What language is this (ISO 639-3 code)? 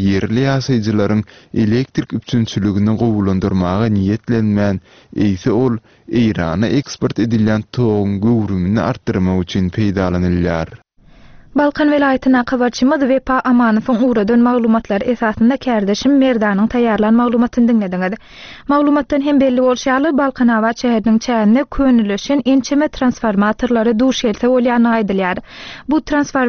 tuk